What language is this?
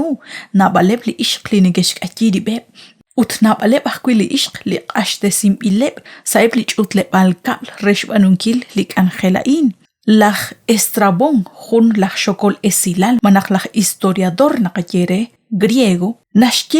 Kekchí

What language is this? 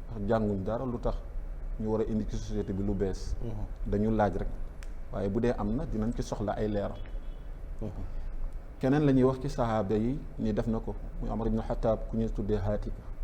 Wolof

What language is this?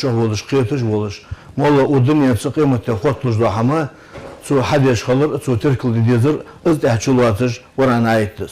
Ingush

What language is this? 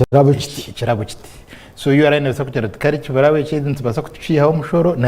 Nyankole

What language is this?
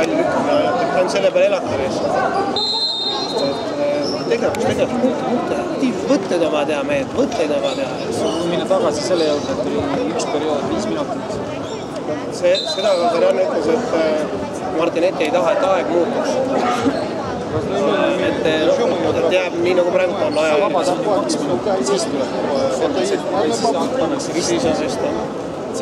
Estonian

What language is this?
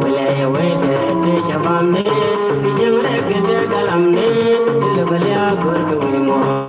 Nuer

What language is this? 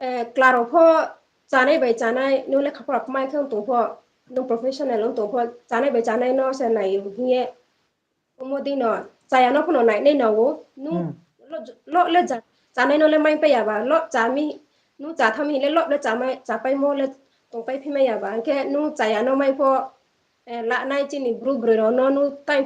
Riang (India)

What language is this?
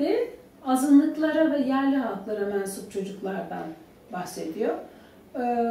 Turkish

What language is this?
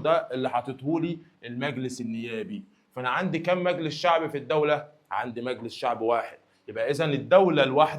Egyptian Arabic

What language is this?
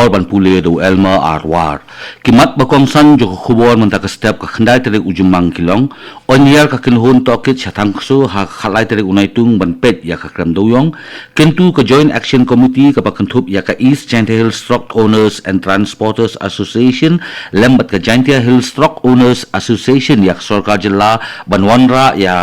Khasi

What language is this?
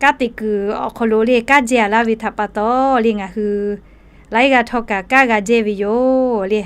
Lahu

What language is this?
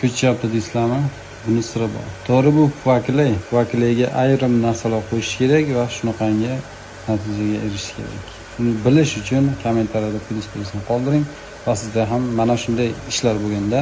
Uzbek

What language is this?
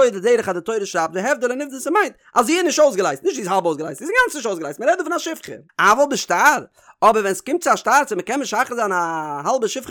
Yiddish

